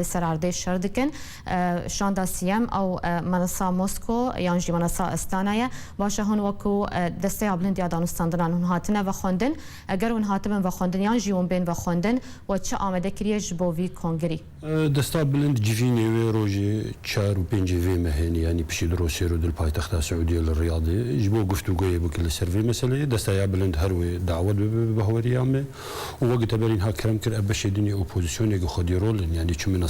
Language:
Kurdish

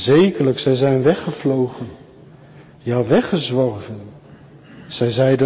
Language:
Dutch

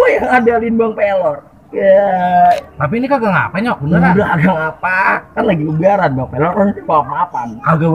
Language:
Betawi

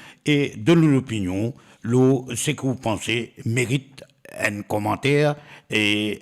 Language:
Morisyen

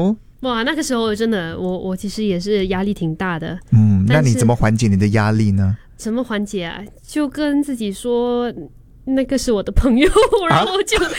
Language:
Chinese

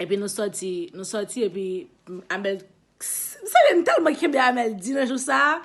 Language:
Haitian Creole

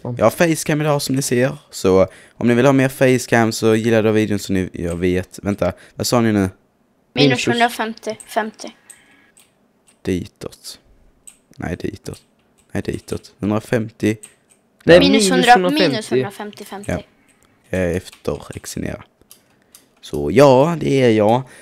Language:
Swedish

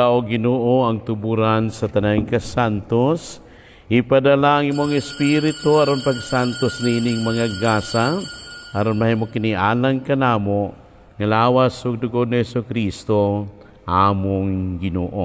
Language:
Cebuano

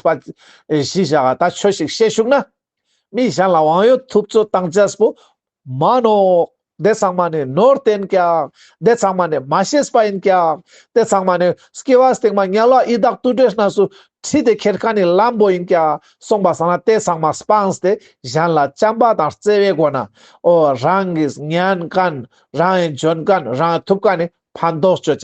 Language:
Ladakhi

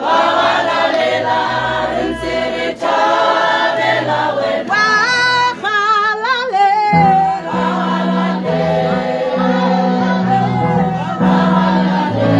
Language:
Tswana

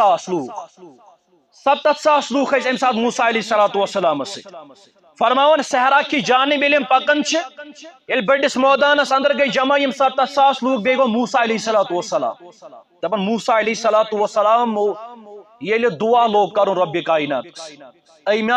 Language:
Kashmiri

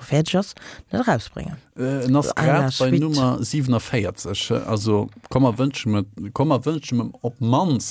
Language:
Luxembourgish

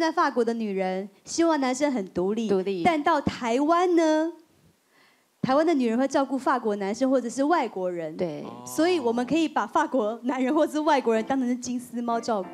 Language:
Chinese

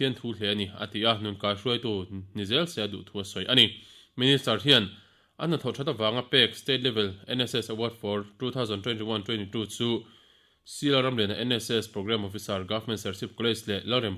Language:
Mizo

